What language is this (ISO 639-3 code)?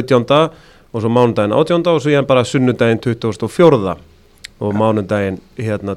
isl